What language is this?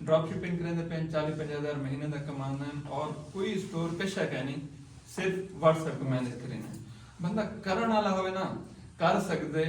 Saraiki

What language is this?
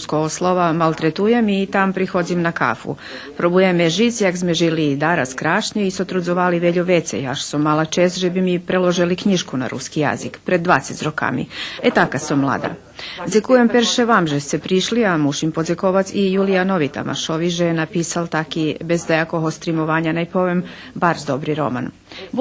Rusyn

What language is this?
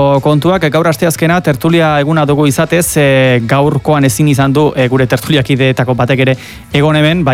Basque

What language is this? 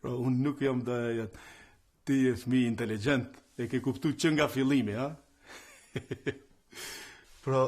Albanian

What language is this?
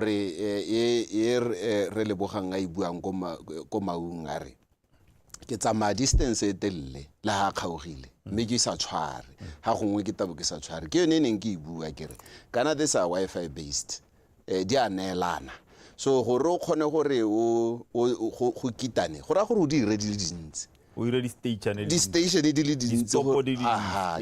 Tswana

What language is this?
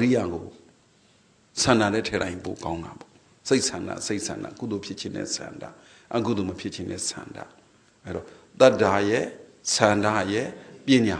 Burmese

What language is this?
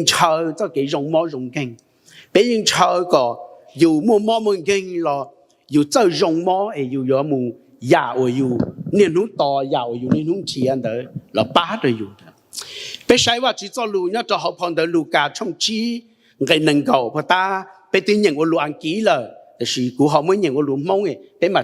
Hmong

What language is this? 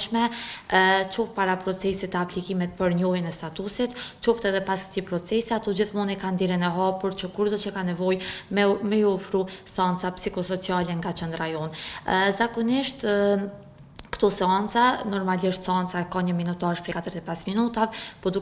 Albanian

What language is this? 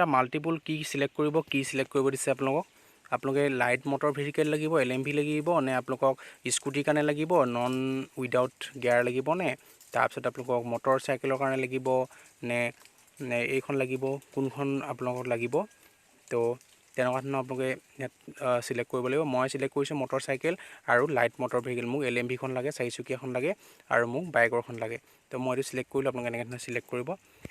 Assamese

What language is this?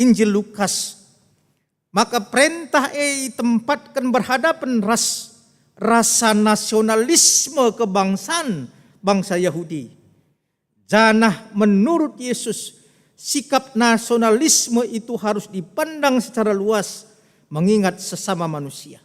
Batak Karo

